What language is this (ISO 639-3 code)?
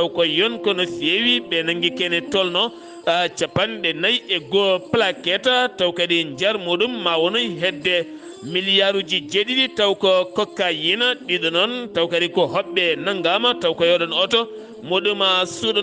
ful